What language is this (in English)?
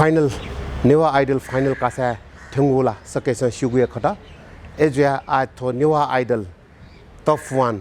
Newari